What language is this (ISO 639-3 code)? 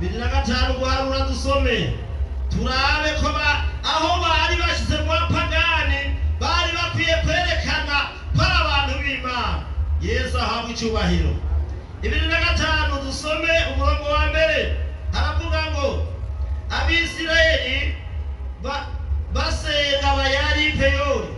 run